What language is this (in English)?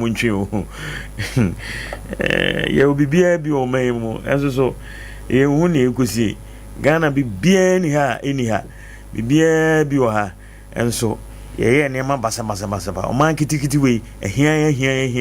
Akan